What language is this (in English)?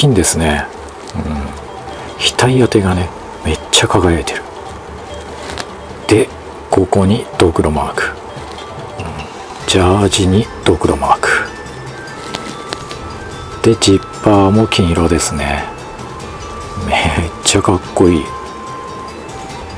Japanese